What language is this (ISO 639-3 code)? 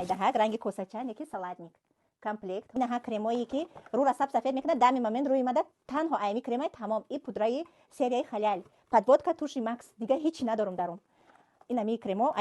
tgk